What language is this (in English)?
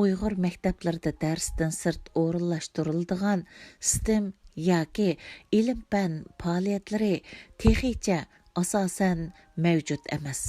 Uyghur